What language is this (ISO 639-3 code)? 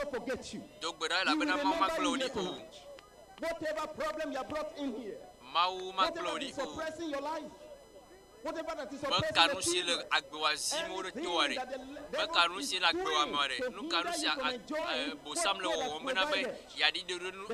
ewe